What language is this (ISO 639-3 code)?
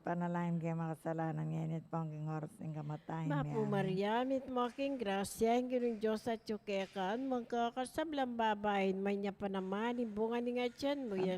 pam